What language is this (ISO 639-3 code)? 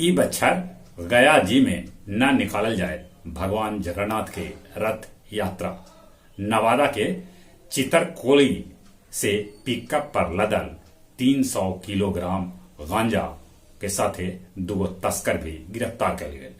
mag